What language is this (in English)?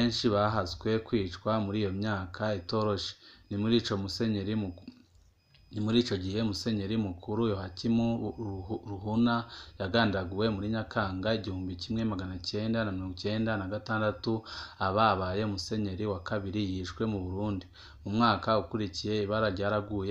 Rundi